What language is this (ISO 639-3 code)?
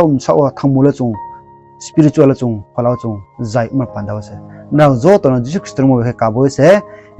ria